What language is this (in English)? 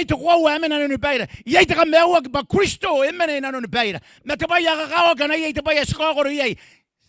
Gilbertese